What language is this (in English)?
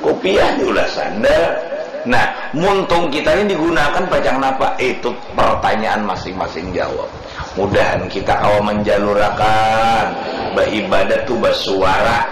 Banjar